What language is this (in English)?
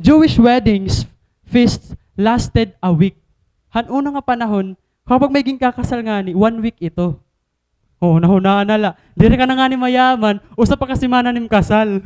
Waray